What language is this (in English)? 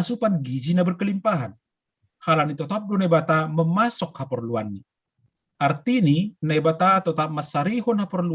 Batak Simalungun